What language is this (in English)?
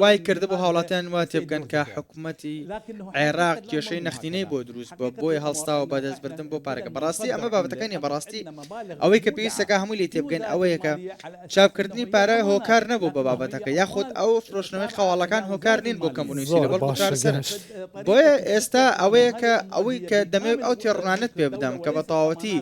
Central Kurdish